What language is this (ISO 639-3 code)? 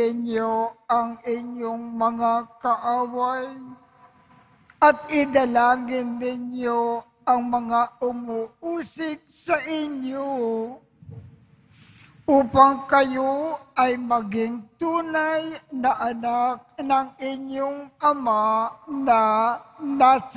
fil